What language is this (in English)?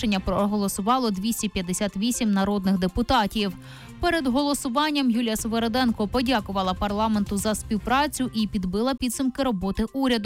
Ukrainian